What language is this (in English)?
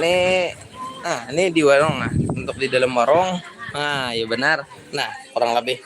Banjar